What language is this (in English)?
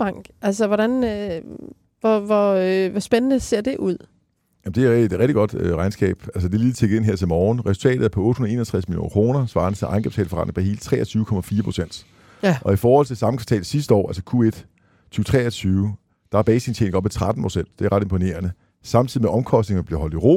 Danish